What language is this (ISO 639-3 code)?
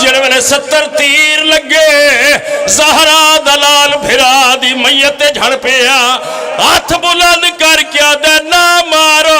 phr